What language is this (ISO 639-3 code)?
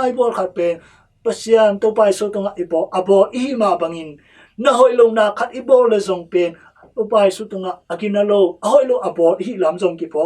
ctd